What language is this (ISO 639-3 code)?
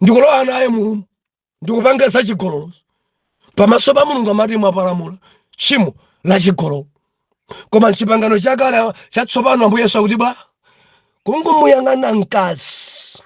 nya